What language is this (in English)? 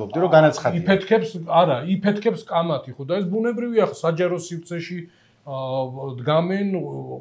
Georgian